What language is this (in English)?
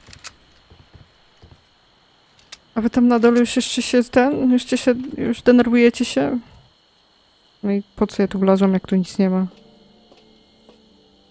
Polish